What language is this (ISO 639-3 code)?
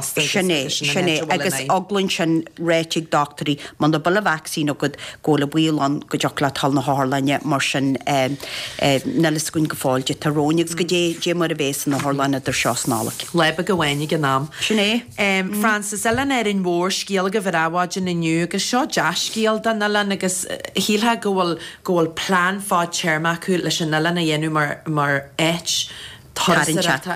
gle